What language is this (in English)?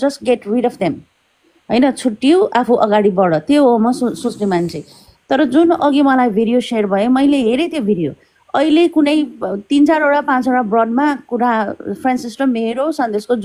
Nepali